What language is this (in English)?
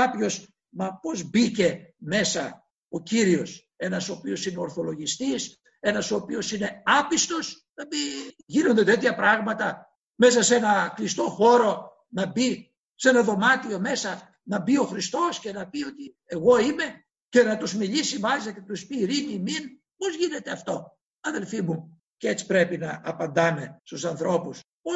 Greek